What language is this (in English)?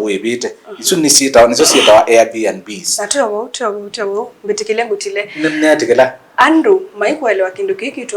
Kamba